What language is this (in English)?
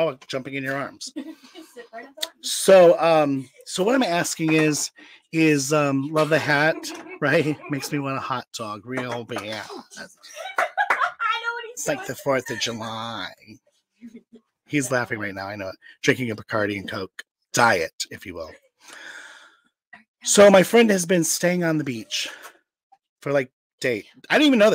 English